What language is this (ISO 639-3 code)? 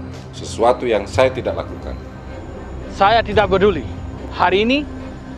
mfp